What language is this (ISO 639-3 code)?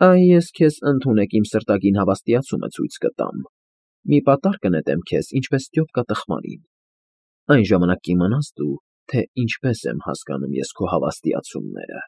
hye